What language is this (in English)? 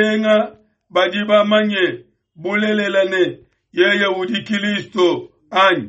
Luba-Lulua